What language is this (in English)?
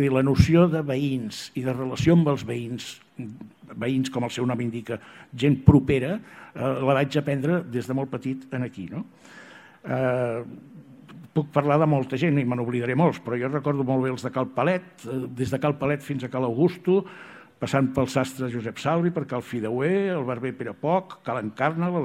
Catalan